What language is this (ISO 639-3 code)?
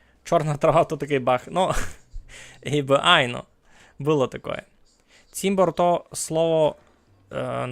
rue